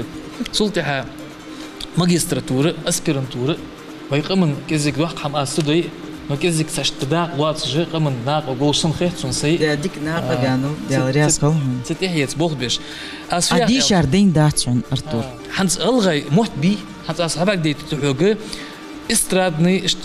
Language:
Ingush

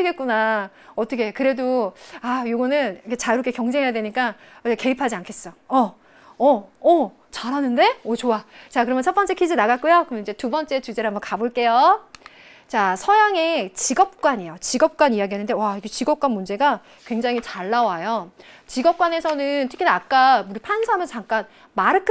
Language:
Korean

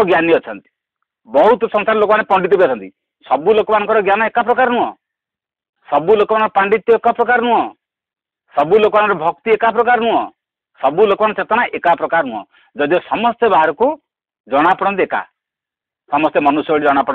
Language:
Odia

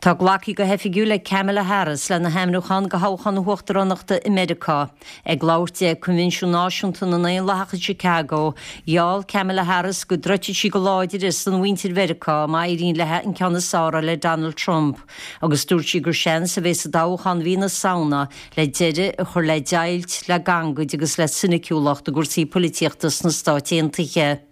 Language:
Irish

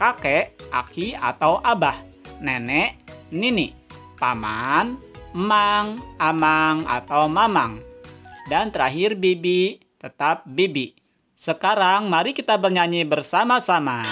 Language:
Sundanese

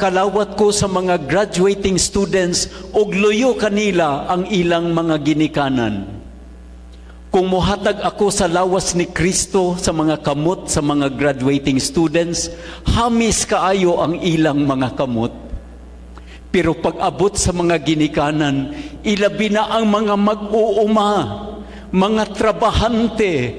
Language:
Cebuano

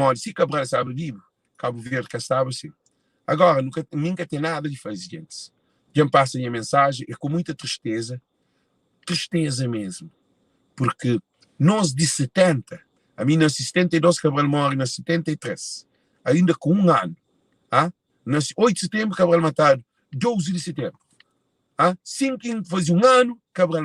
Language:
Kabuverdianu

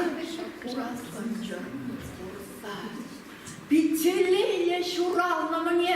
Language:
Chuvash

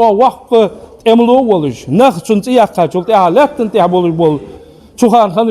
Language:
Ingush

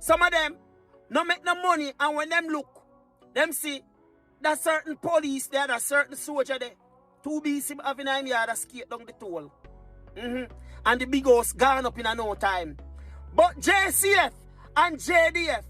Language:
Jamaican Creole English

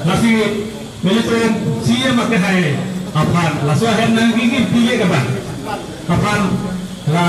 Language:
Karbi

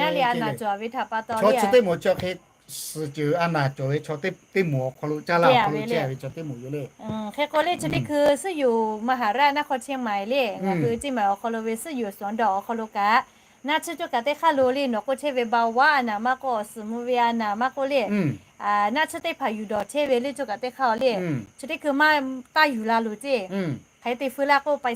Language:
Lahu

